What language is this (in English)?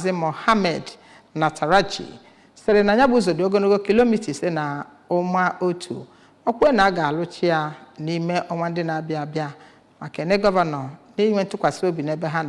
Igbo